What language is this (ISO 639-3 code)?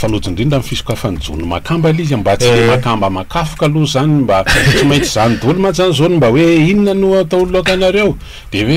mlg